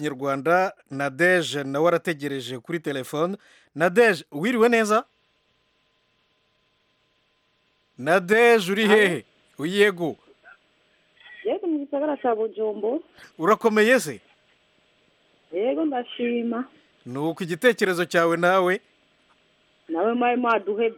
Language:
Kinyarwanda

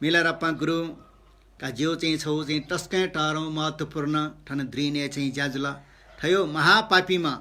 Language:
Newari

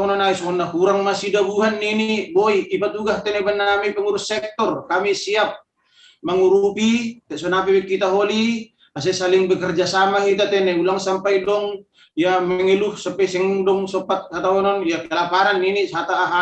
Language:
Batak Simalungun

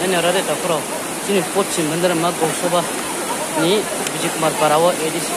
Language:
Riang (India)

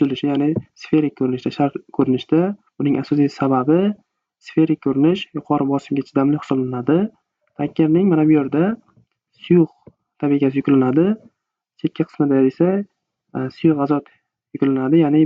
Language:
Uzbek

